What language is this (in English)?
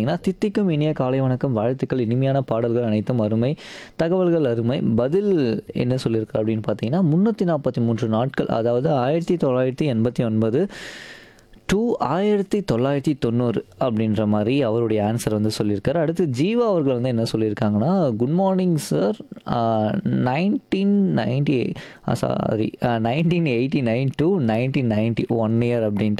Tamil